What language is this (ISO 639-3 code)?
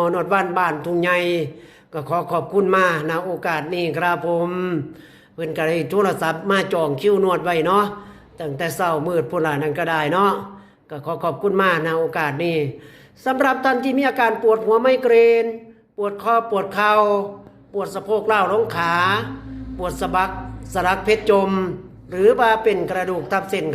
tts